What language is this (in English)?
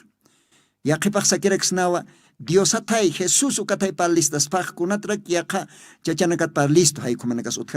Aymara